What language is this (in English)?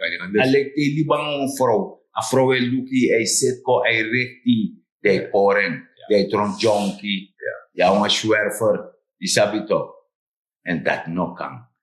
Sranan Tongo